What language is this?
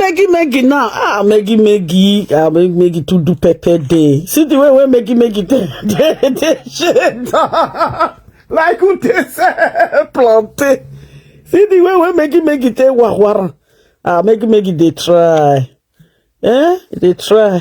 Nigerian Pidgin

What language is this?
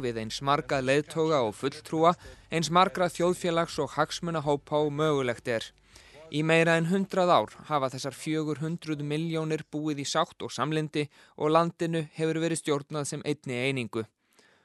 Icelandic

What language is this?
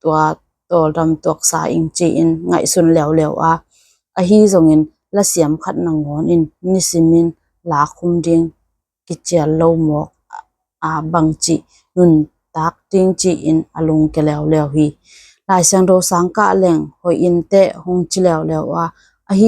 Tedim Chin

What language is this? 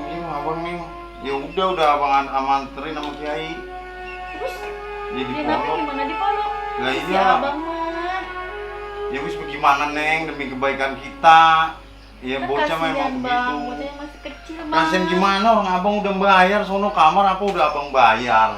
Betawi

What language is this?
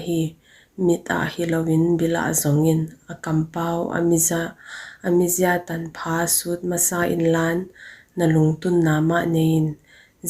Paite Chin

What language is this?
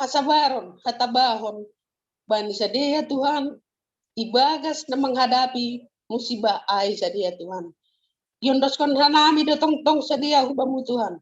Batak Simalungun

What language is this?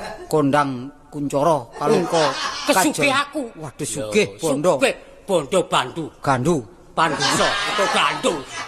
Javanese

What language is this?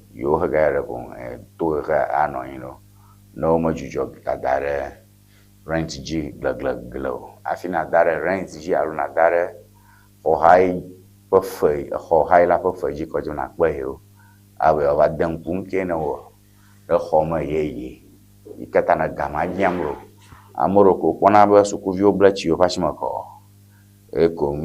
Ewe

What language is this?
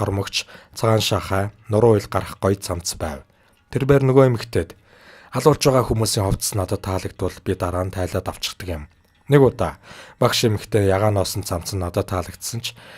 Mongolian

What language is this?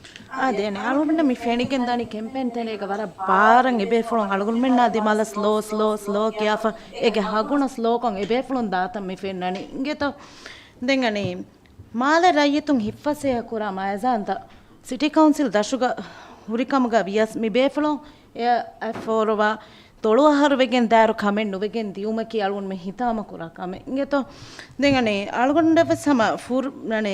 Divehi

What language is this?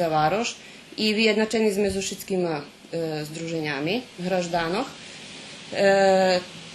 Rusyn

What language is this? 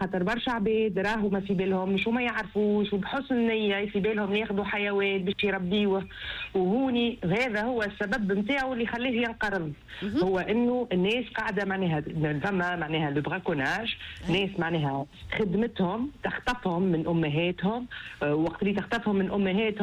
Tunisian Arabic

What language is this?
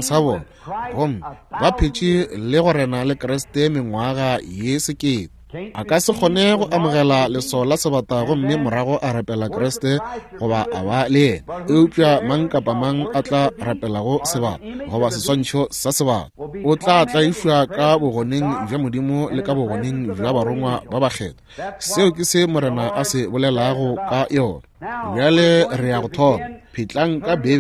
Northern Sotho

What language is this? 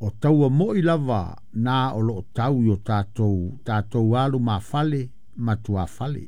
Samoan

